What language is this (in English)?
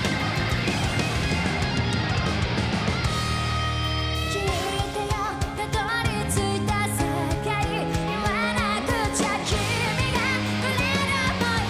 Japanese